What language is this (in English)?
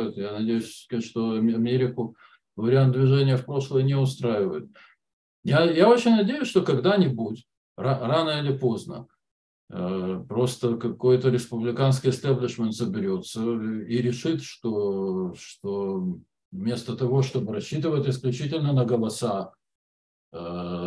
Russian